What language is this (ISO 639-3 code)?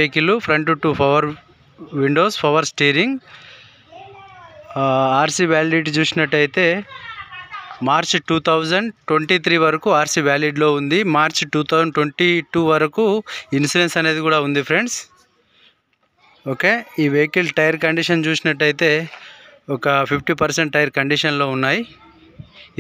tel